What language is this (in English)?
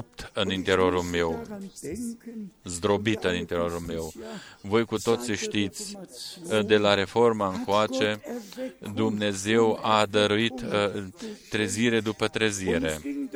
Romanian